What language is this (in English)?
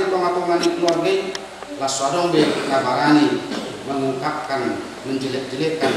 Batak Toba